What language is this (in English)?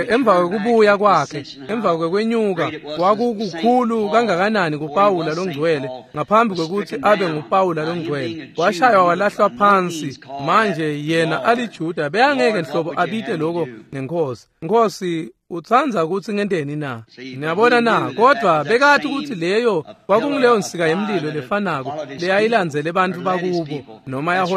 Swati